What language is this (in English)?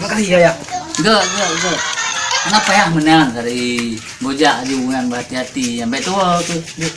Achinese